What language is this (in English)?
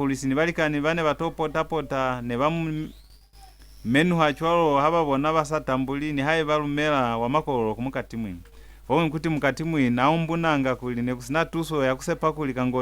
Lozi